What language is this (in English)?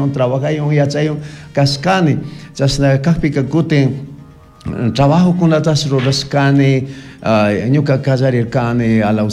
Chimborazo Highland Quichua